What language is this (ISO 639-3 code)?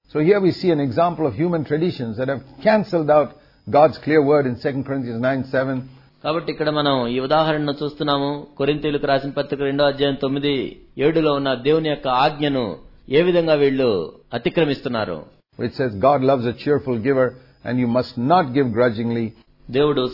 tel